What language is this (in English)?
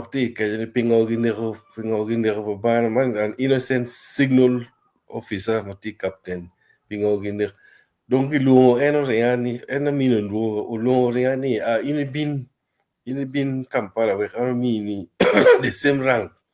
Acoli